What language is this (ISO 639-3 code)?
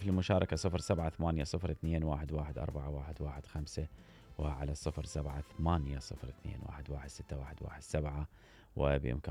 acm